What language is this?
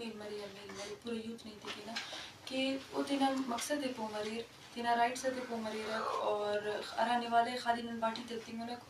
Eastern Balochi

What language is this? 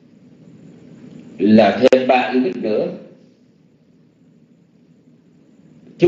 Vietnamese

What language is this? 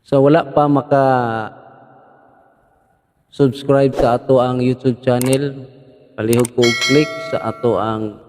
Cebuano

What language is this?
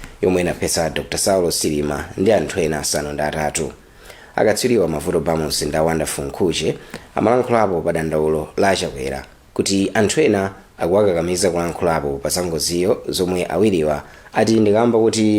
Nyanja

